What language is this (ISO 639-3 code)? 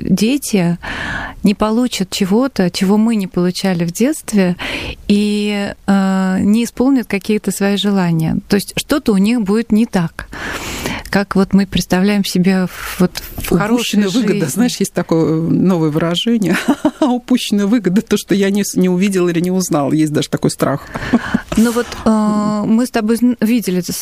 rus